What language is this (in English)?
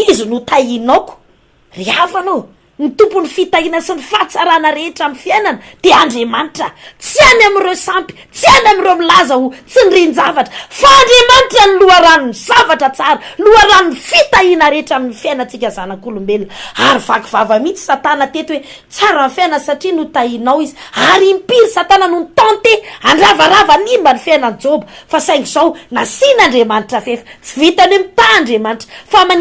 Malagasy